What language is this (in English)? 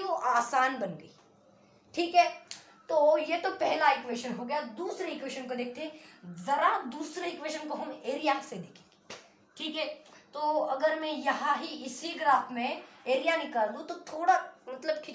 Hindi